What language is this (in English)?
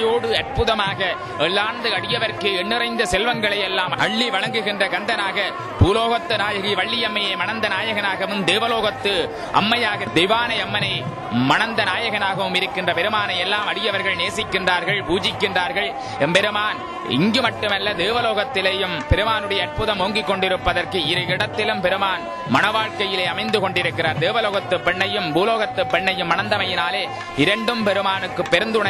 Tamil